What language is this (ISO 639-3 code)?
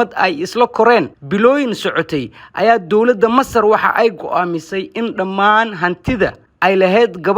som